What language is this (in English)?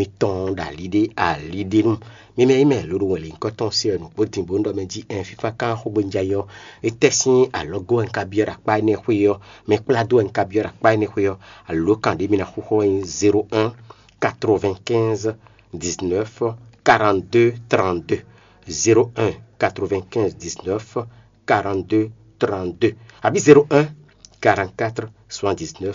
Fon